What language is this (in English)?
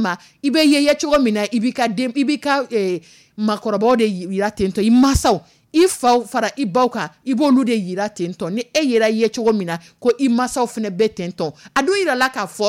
Dyula